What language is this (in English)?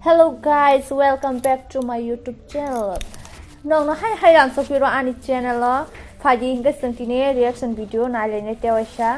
Kok Borok